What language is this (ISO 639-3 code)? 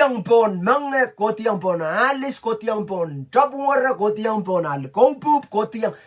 pon